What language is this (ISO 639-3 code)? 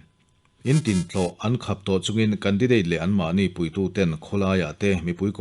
lus